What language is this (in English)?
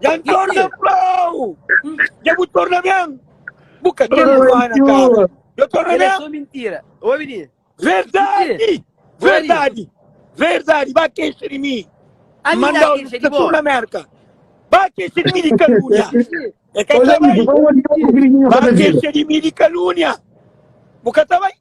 Kabuverdianu